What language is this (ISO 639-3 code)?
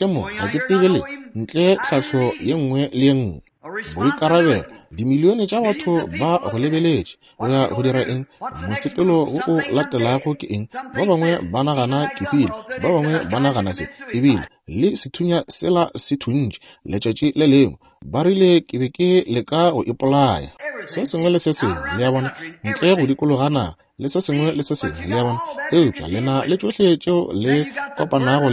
nso